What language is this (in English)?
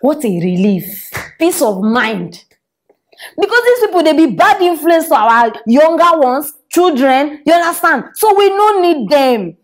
Nigerian Pidgin